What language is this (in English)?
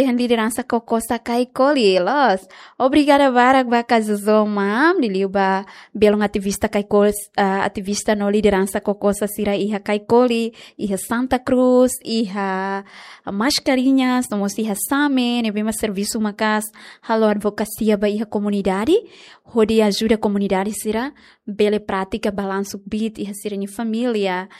Tetum